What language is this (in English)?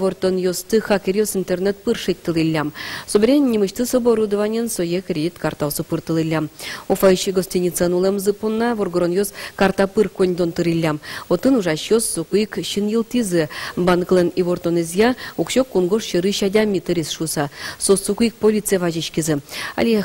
Udmurt